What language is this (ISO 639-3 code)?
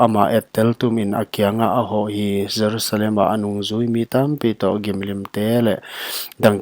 pck